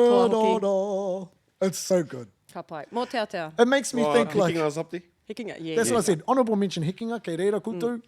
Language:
Māori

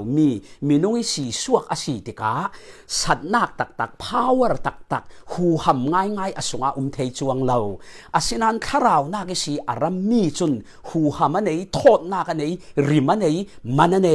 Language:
Falam Chin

